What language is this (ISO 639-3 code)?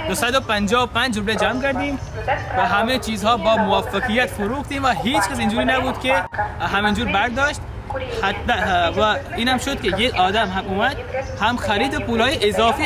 tgk